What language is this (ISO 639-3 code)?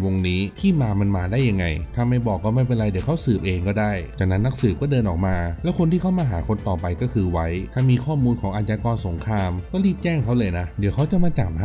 tha